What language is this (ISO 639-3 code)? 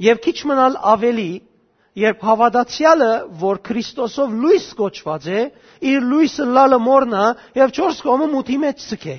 hyw